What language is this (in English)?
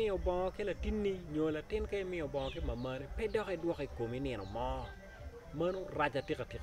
Acoli